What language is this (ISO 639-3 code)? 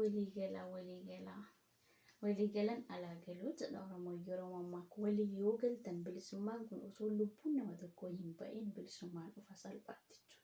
orm